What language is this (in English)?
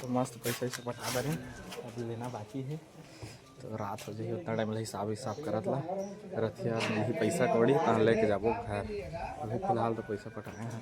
Chhattisgarhi